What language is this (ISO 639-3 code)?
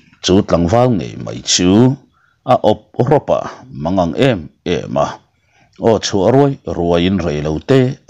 lus